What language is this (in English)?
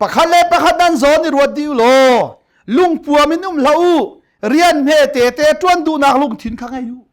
Hakha Chin